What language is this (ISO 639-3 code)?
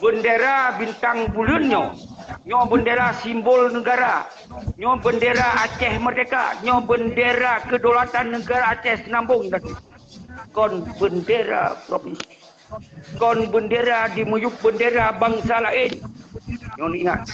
ace